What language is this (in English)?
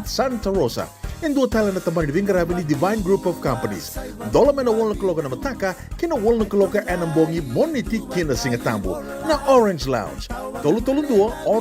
Fijian